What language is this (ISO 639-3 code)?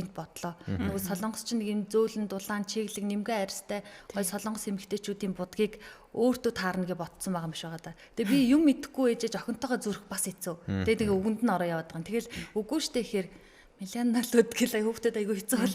mon